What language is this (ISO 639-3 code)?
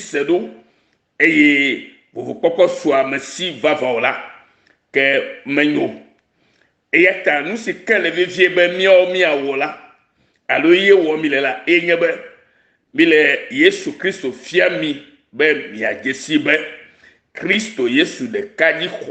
ewe